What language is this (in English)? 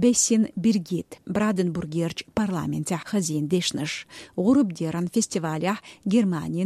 Chechen